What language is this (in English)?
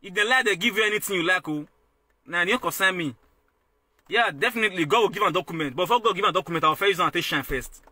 Nigerian Pidgin